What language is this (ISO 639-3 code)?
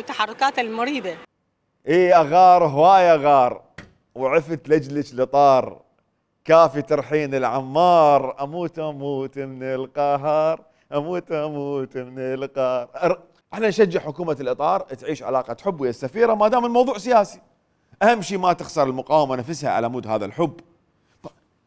acm